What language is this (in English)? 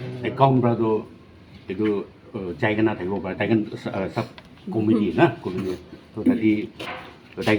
Naga Pidgin